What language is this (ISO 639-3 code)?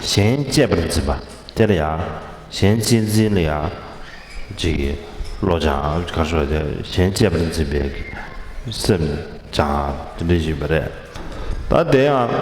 bod